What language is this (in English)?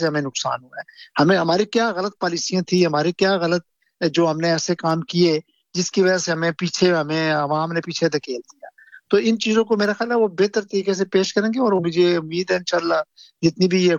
Urdu